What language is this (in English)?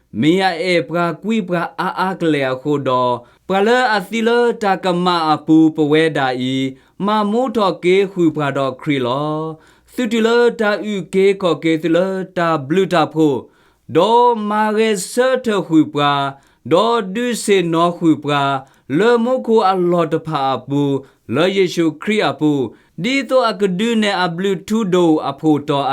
S'gaw Karen